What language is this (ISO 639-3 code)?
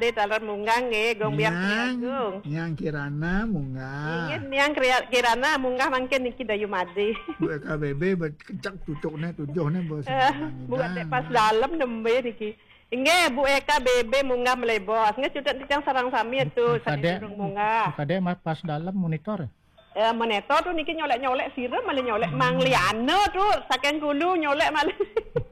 ban